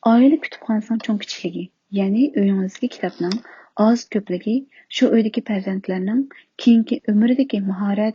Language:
Uyghur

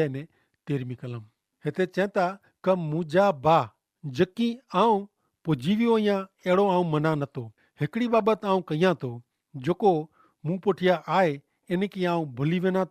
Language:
Kachhi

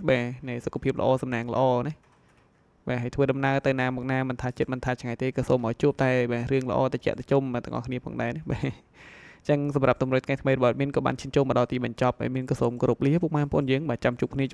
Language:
Khmer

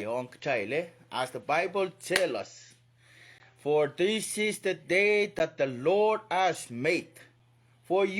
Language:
Pohnpeian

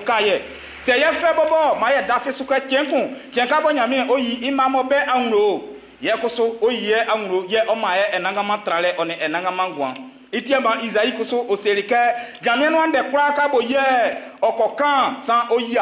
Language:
Baoulé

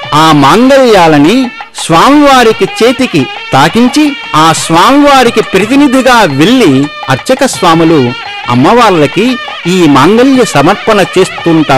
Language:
Telugu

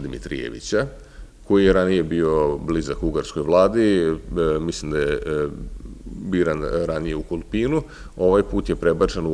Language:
Serbian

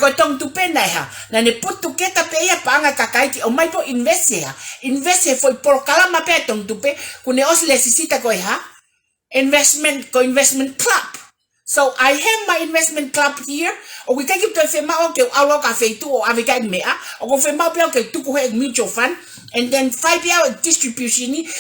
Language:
Tongan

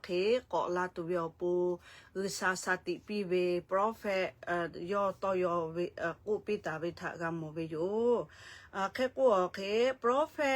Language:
Lahu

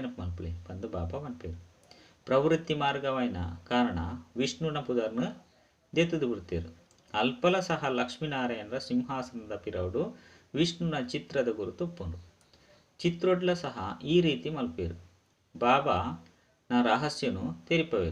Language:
Tulu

